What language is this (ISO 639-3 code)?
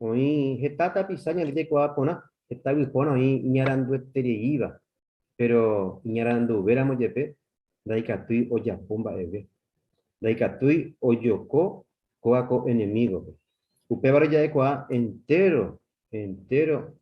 grn